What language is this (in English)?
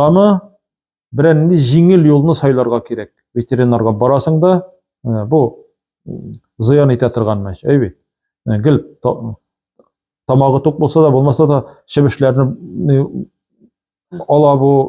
Tatar